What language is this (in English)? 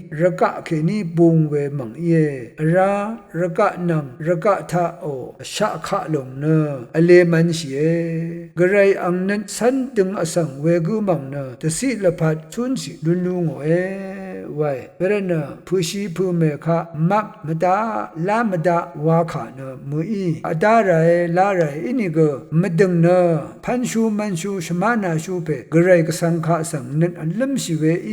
Rawang